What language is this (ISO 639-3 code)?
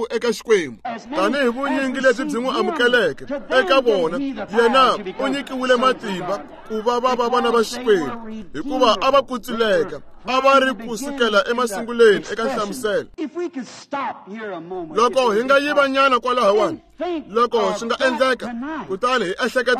tso